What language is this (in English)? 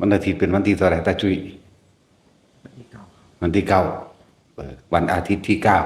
Northeastern Thai